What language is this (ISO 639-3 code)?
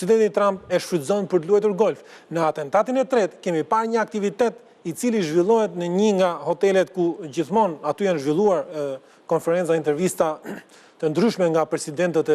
sqi